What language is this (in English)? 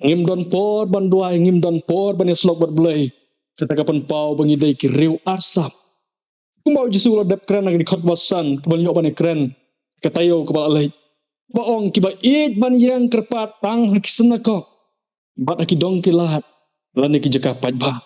Khasi